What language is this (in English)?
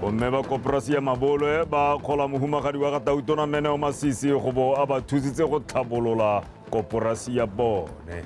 Tswana